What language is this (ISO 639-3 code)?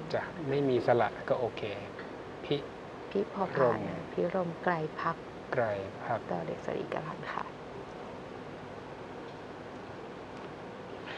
tha